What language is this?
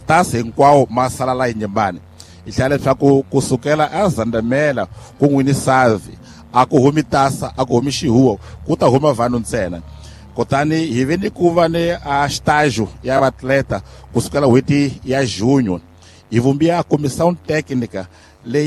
Tsonga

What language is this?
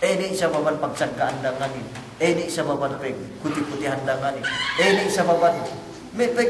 Yakan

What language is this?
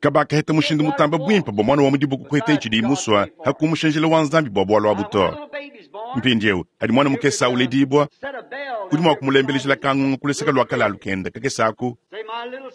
Luba-Lulua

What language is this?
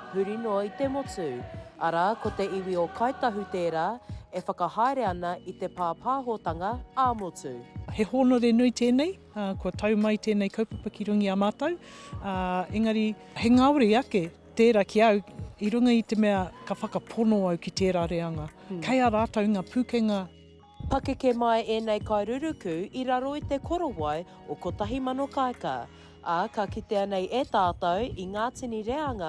Māori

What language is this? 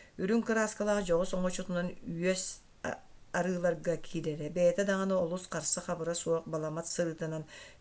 Yakut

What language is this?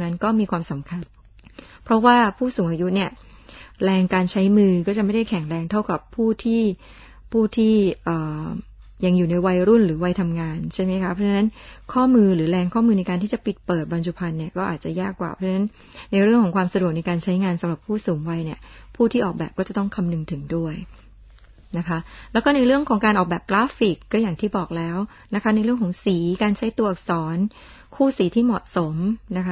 Thai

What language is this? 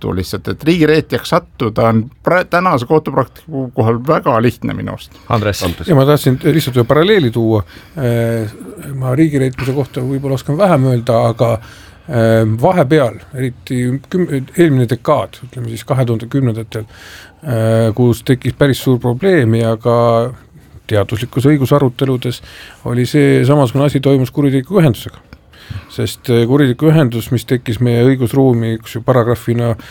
Estonian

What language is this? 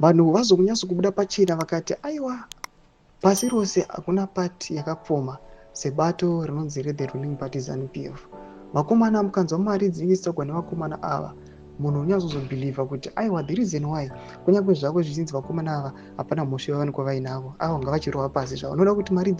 Shona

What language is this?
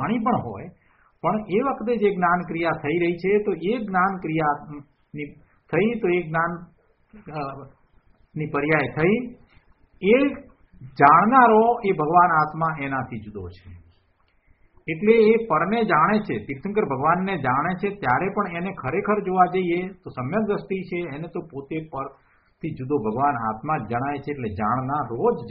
Gujarati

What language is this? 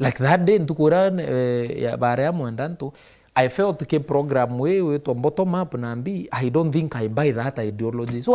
Meru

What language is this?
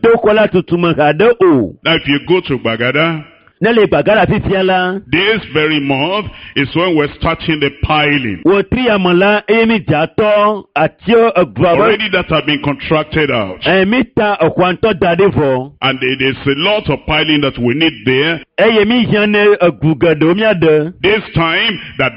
Ewe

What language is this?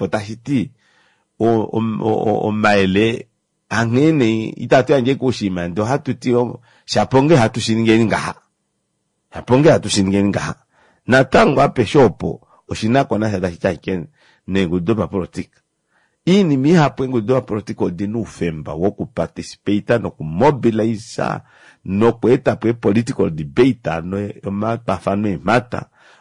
Kuanyama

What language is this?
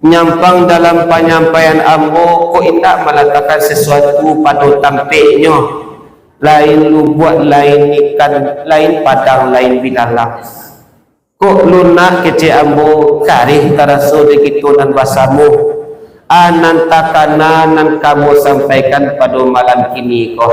Minangkabau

